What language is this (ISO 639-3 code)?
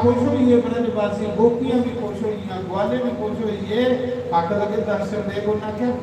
doi